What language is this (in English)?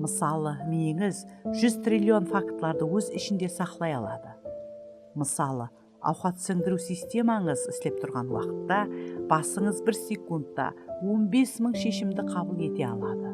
Kara-Kalpak